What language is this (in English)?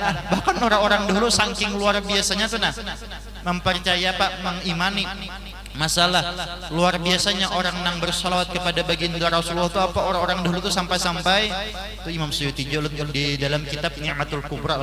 Banjar